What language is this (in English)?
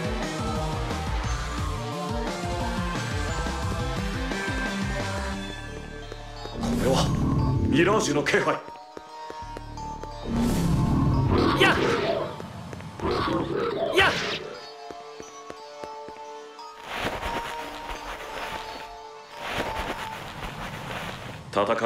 Japanese